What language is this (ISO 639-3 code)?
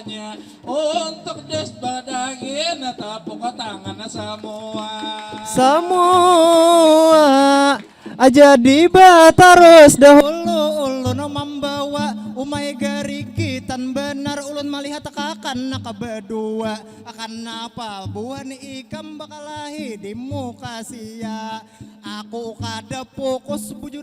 bjn